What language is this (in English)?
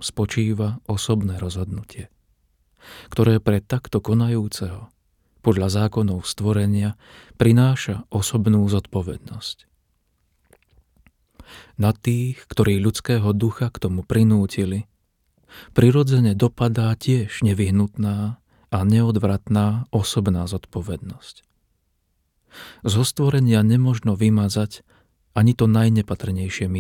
Slovak